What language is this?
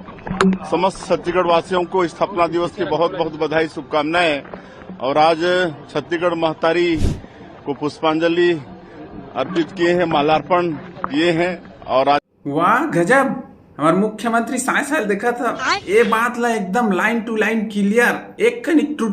Chhattisgarhi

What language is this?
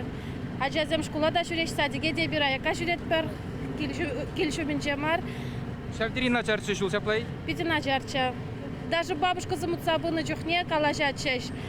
Chuvash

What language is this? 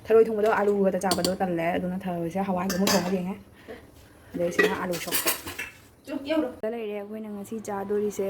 Manipuri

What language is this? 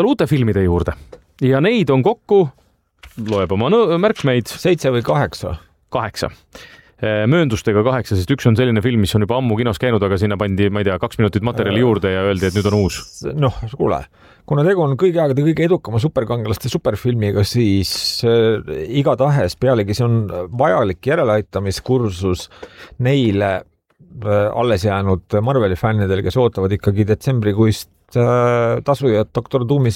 Estonian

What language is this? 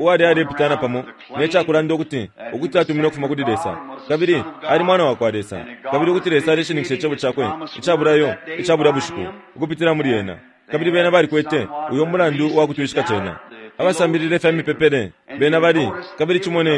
Bemba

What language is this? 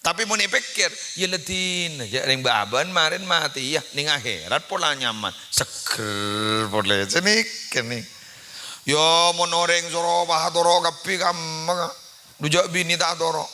Madurese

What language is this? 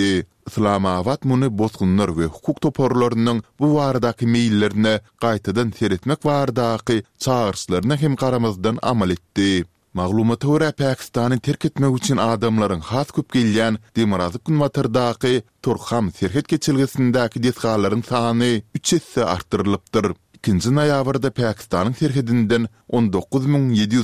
Turkmen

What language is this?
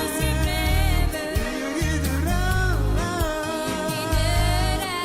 Tahitian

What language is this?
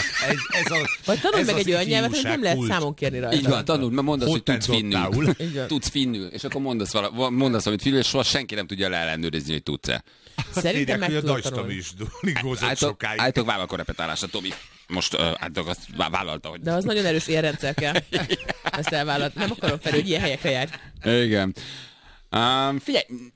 Hungarian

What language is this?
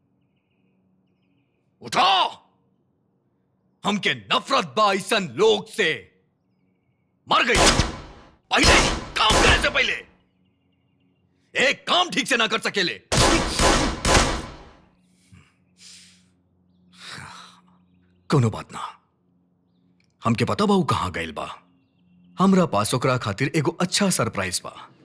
Bhojpuri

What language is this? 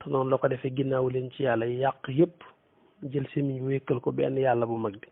Wolof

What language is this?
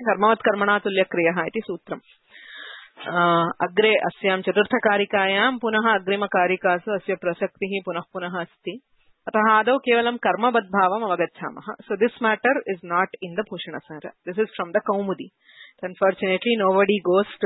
Sanskrit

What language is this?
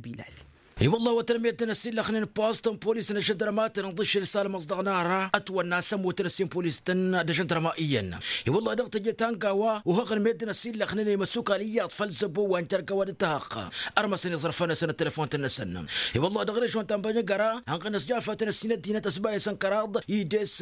Tamasheq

